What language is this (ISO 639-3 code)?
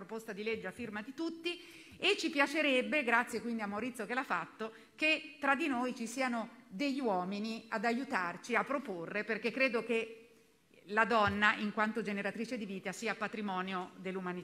ita